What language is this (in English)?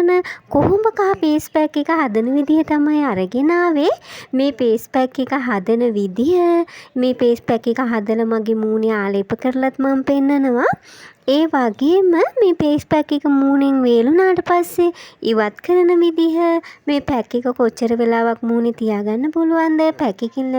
Sinhala